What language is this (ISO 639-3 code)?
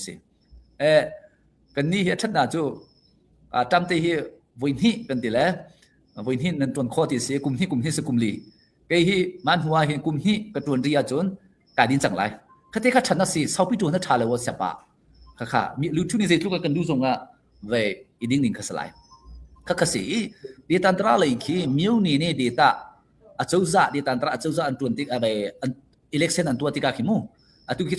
cnh